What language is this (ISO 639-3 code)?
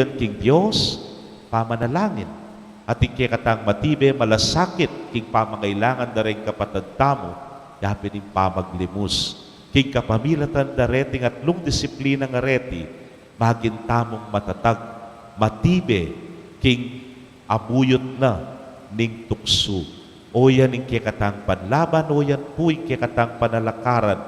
pam